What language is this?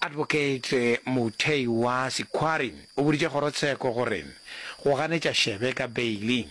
Northern Sotho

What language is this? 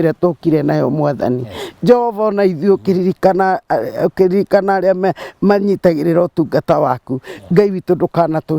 Kikuyu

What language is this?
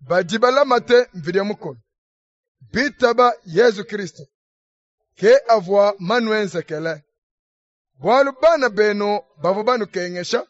Luba-Lulua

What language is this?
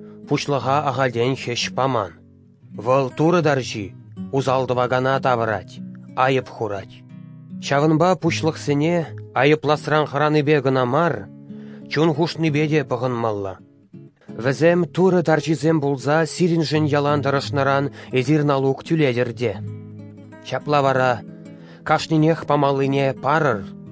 Chuvash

